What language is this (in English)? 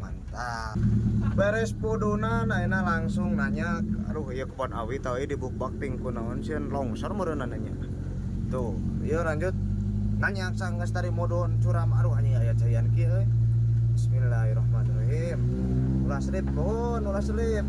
Sundanese